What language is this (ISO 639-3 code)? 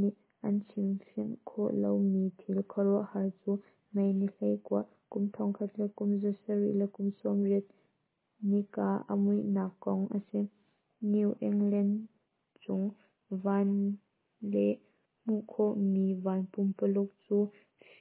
cnh